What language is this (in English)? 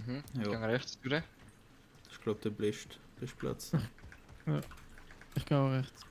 Swiss German